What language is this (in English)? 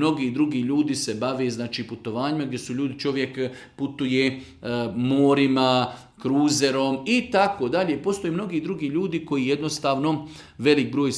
Bosnian